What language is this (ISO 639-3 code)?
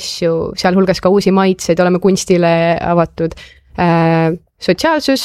est